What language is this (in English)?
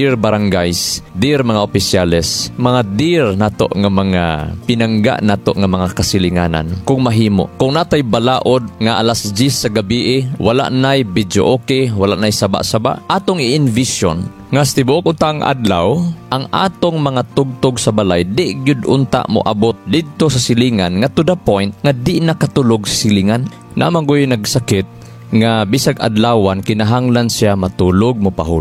Cebuano